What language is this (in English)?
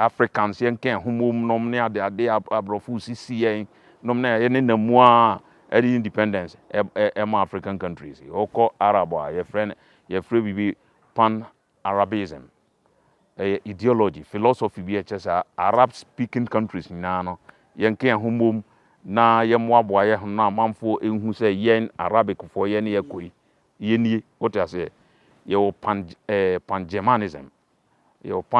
Akan